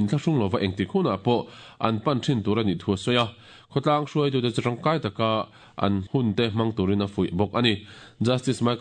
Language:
Mizo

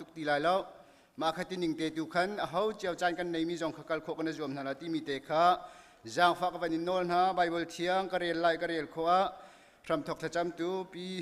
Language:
Hakha Chin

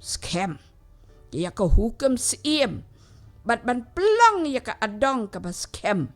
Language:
Khasi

